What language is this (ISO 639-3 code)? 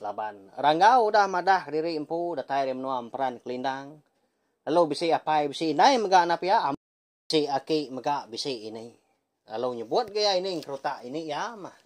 iba